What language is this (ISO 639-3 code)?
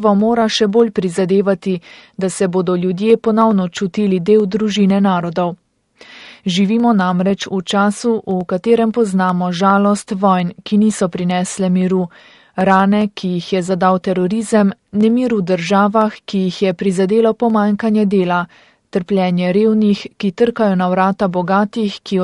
slv